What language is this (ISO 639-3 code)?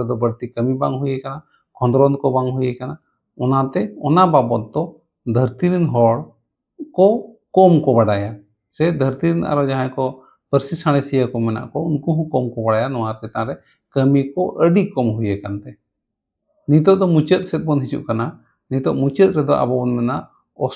sat